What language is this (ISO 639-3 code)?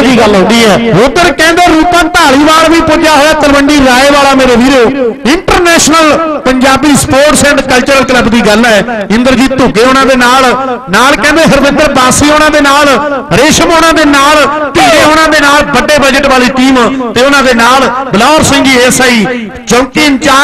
pan